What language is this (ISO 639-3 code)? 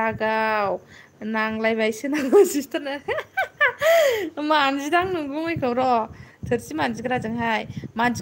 brx